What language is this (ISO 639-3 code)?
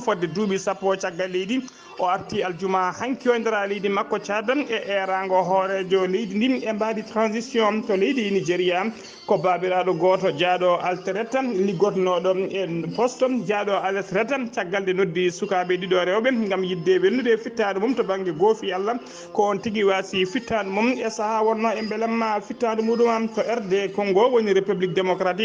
ful